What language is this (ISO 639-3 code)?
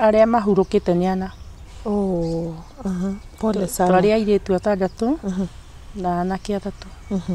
kik